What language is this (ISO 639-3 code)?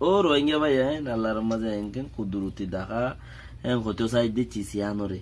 rhg